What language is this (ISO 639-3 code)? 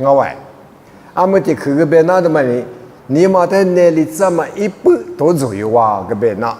lis